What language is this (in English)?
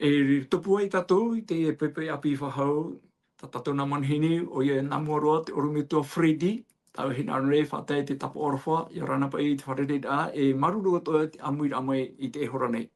Tahitian